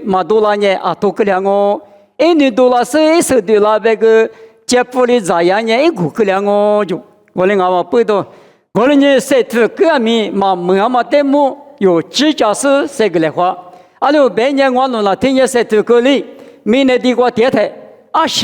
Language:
Lisu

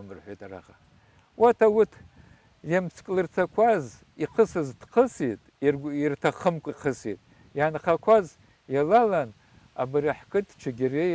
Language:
Abkhazian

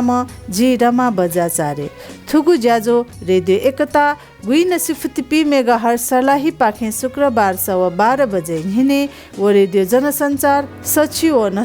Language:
Newari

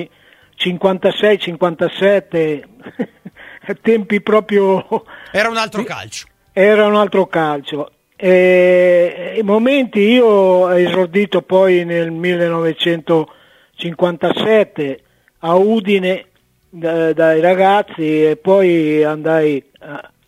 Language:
Italian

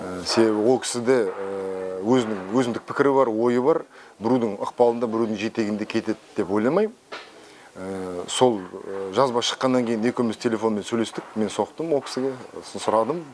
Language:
Kazakh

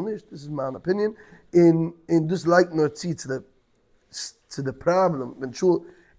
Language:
Yiddish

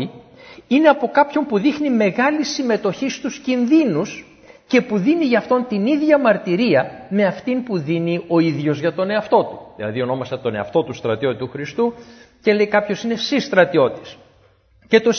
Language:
Greek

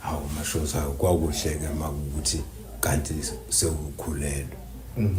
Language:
Zulu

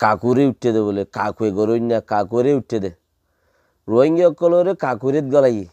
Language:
Rohingya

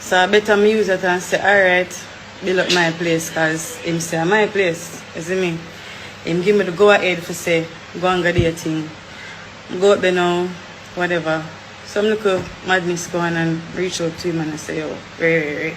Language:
Jamaican Creole English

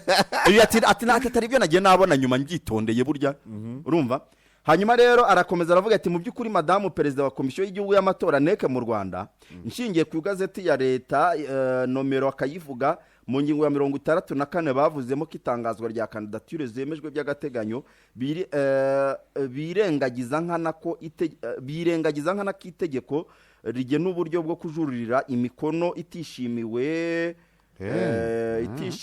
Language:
Kinyarwanda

